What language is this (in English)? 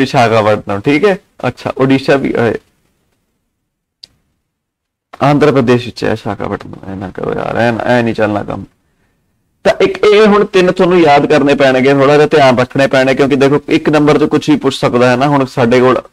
Punjabi